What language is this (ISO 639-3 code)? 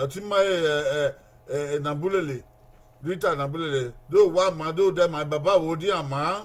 bin